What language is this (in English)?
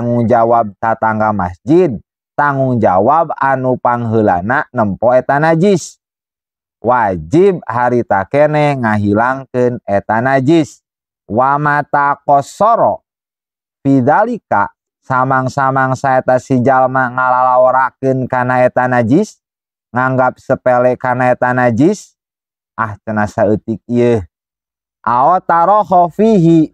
Sundanese